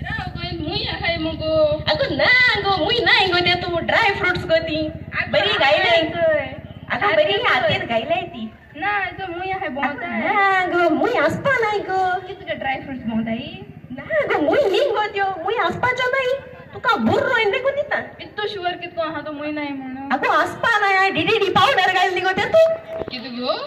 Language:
Konkani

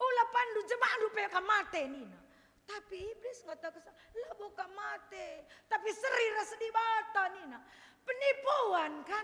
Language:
Batak Karo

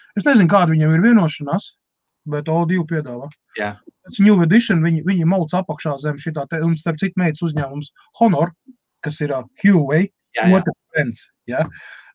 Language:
Latvian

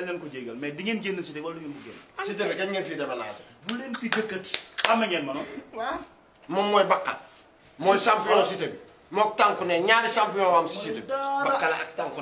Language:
Wolof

